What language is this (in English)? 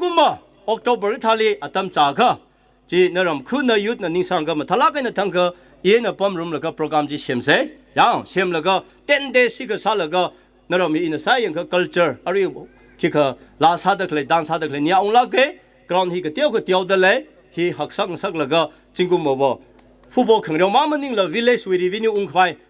Tangkhul Naga (India)